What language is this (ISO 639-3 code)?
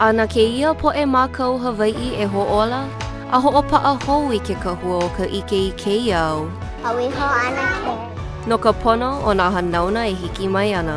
haw